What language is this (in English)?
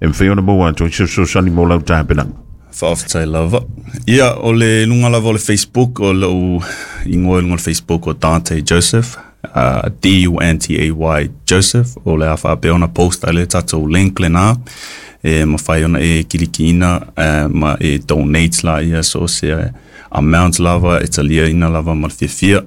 Samoan